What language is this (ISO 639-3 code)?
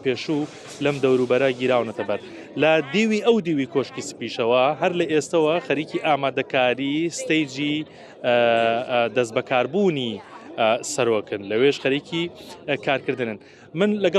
ckb